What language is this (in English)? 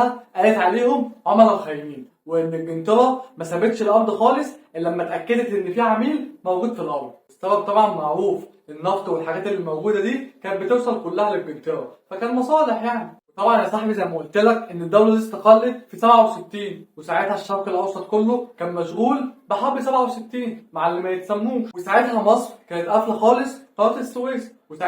Egyptian Arabic